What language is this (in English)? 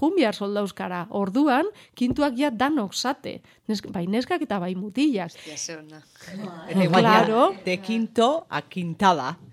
Basque